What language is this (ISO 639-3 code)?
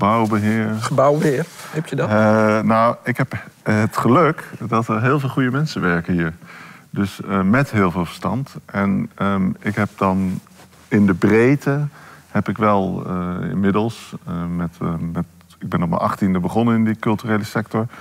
nld